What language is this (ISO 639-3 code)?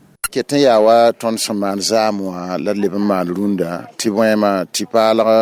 mos